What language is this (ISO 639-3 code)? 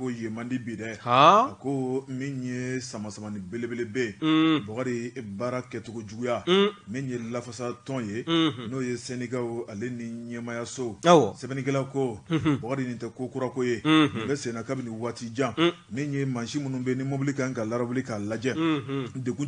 bam